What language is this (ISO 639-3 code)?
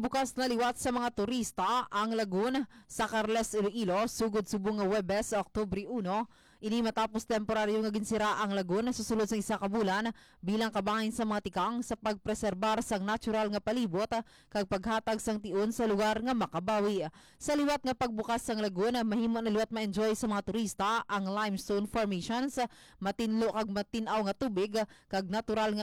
hil